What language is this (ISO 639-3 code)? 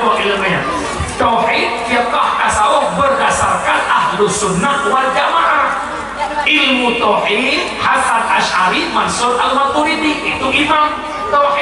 ace